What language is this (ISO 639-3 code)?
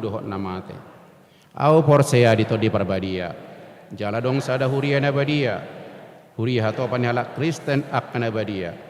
bbc